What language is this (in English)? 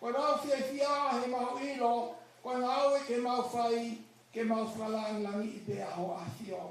Tongan